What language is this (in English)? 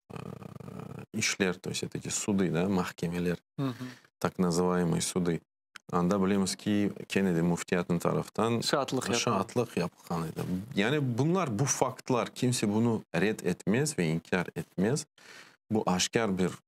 Crimean Tatar